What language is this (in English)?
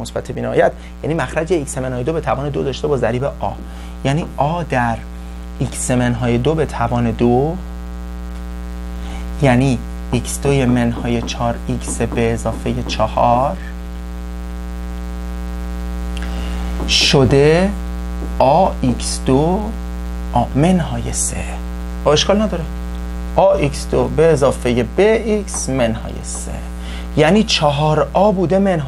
Persian